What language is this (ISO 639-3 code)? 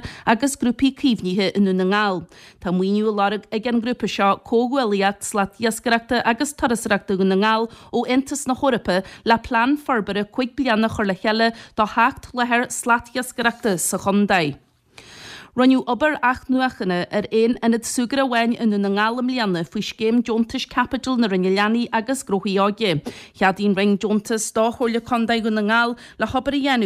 gle